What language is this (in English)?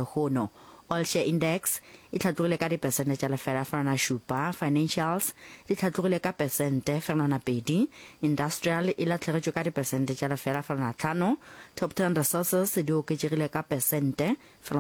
Northern Sotho